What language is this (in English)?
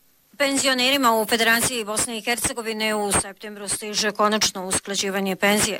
Bosnian